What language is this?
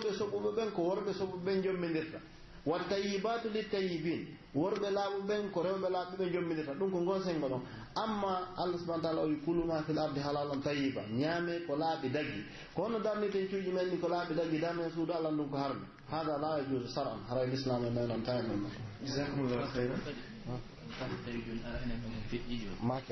Pular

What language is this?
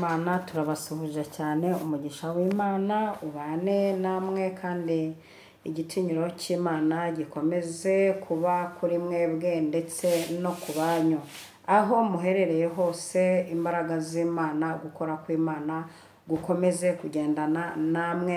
Kinyarwanda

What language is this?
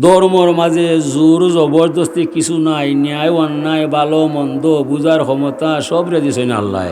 Sylheti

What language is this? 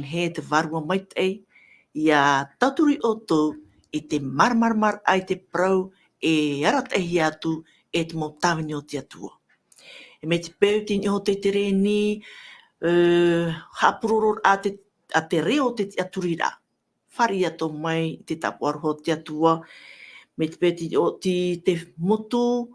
Tahitian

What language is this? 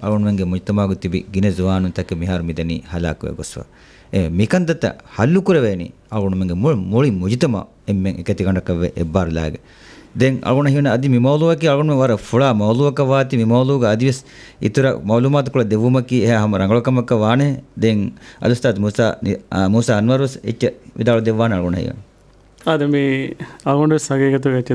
Divehi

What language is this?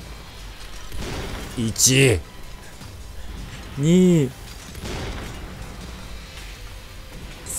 Japanese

